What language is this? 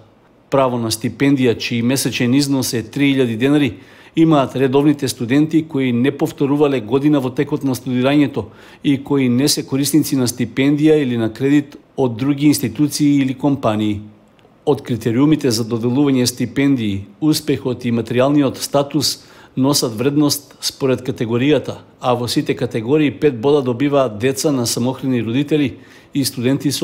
Macedonian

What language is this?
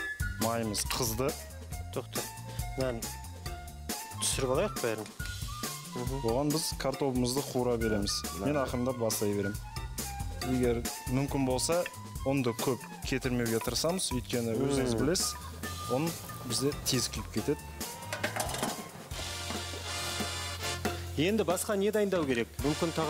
Kazakh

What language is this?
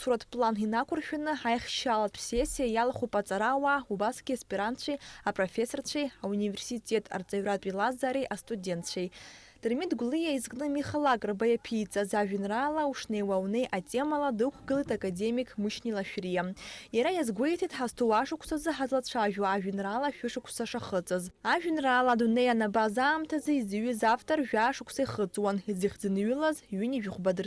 Abkhazian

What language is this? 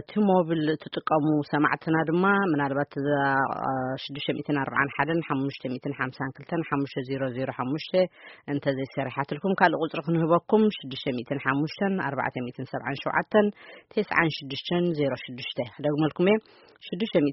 Tigrinya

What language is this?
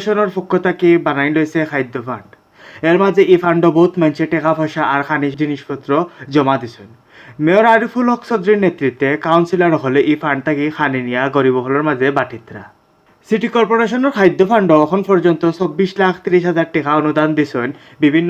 Sylheti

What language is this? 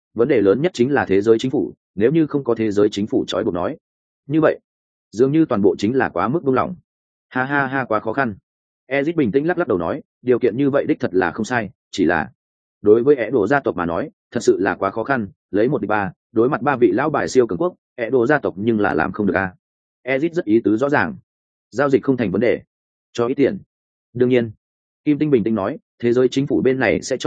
Vietnamese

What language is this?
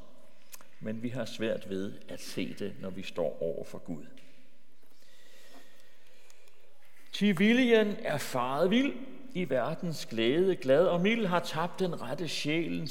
Danish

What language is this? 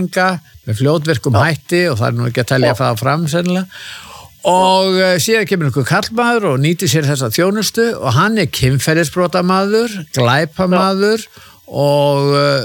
Icelandic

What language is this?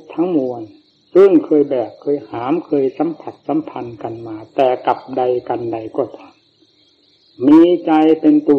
Thai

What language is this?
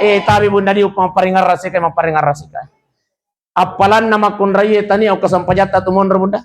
Buginese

